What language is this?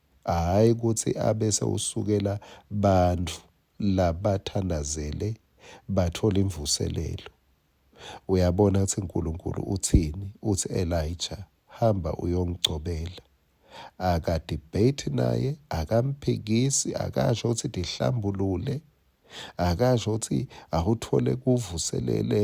Swati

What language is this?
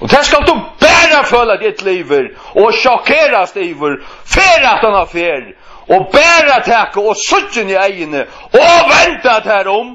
Faroese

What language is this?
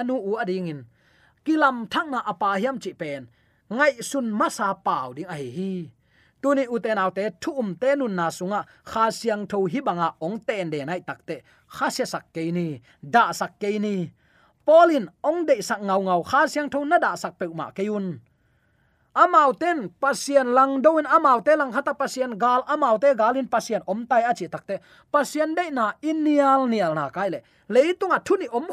Tedim Chin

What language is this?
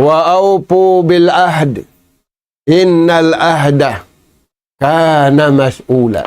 Tausug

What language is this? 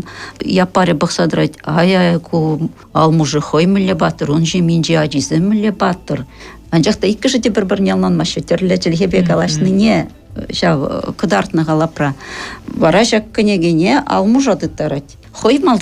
Chuvash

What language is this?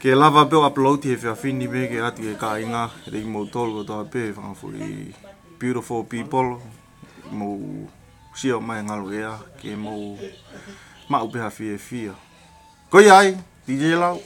Tongan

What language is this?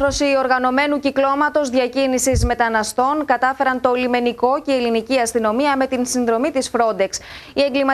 Greek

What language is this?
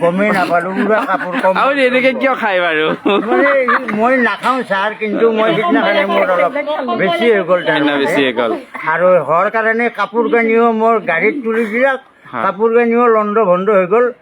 Assamese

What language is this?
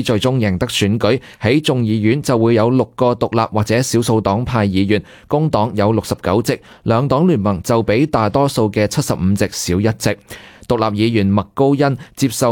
Cantonese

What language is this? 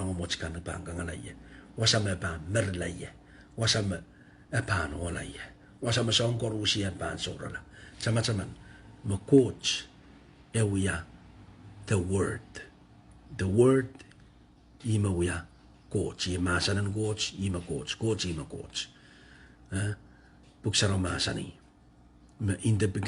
Pohnpeian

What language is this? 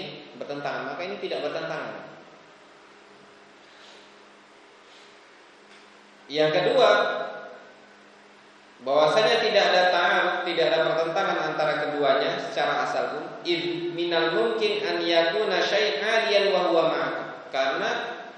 Indonesian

